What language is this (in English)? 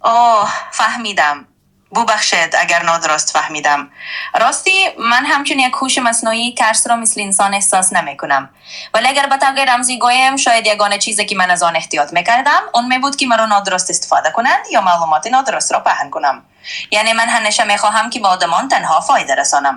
Tajik